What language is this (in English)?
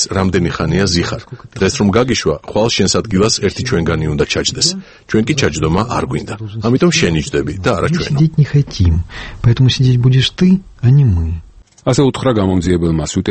Georgian